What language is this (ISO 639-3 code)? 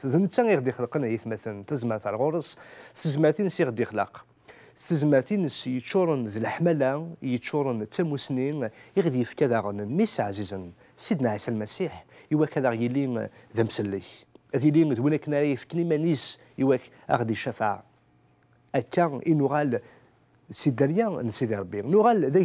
kab